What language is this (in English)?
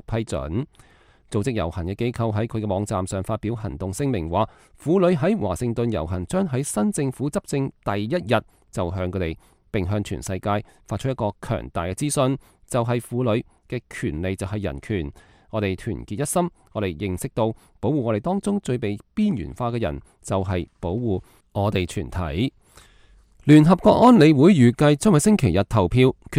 Cantonese